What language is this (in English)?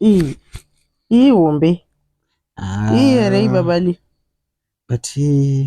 Shona